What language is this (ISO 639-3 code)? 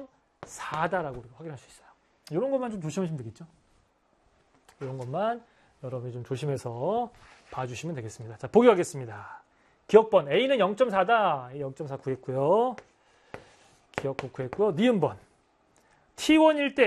kor